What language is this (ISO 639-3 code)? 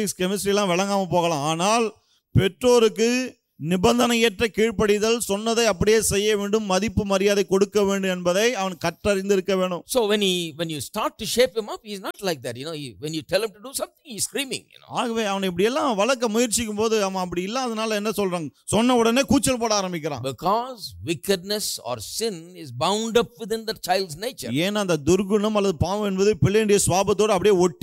tam